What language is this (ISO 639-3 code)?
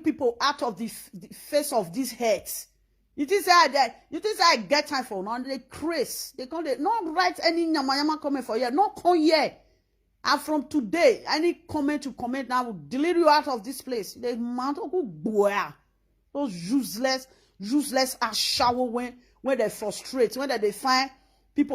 pcm